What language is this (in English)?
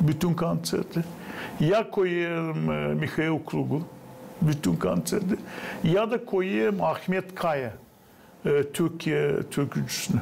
Gagauz